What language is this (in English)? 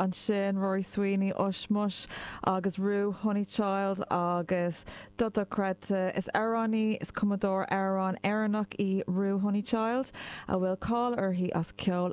Irish